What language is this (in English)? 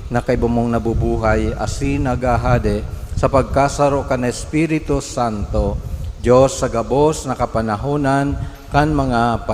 Bikol